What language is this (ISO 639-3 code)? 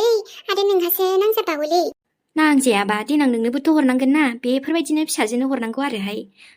brx